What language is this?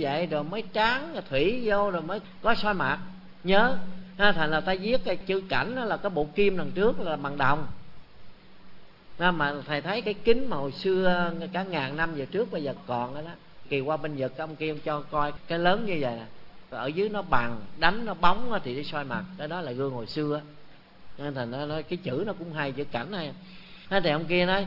Vietnamese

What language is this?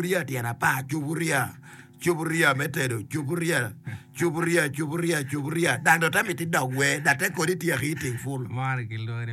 Acoli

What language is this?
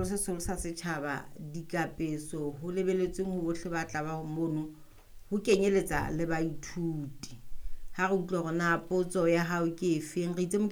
Southern Sotho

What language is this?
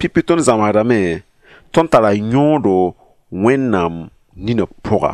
Mossi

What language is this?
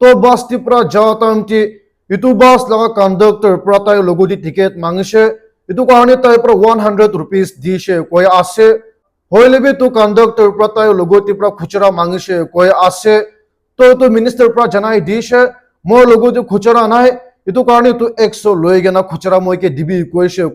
Naga Pidgin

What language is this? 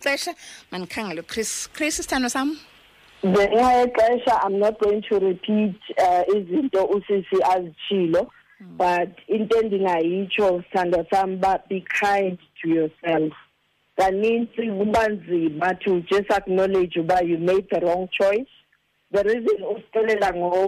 Xhosa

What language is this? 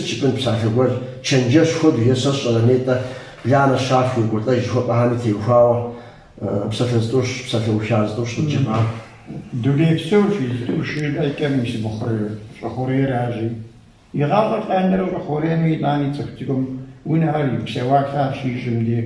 Kabardian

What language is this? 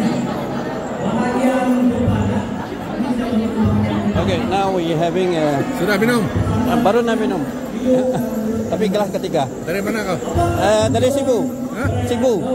Malay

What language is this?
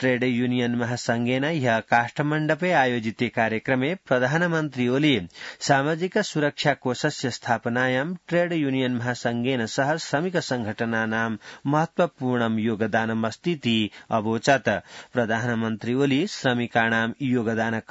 Sanskrit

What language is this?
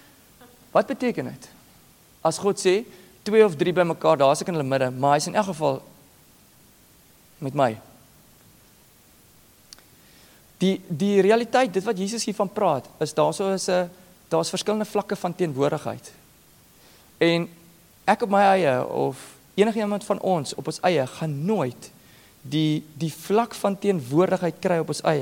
Afrikaans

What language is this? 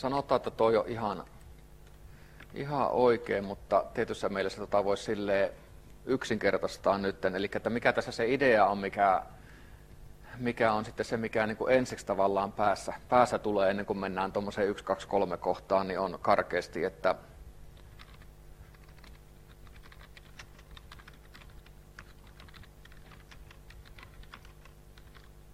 Finnish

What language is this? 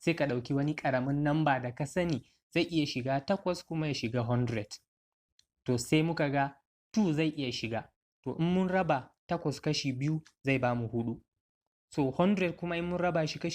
Hausa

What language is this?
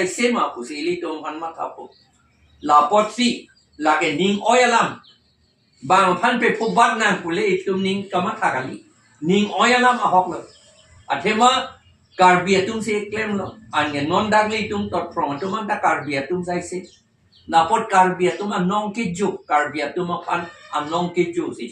Karbi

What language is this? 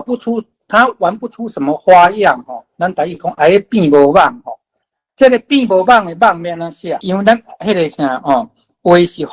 Min Nan Chinese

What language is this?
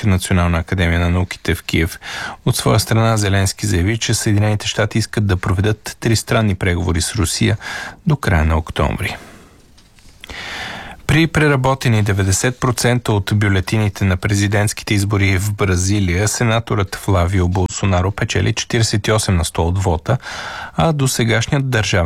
Bulgarian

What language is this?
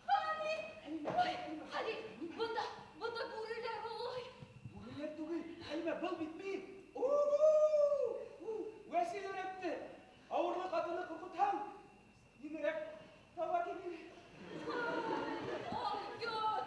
Bashkir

